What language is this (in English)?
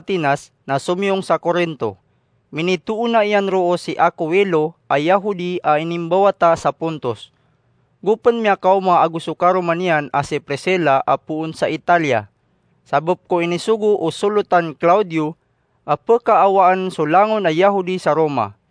Maranao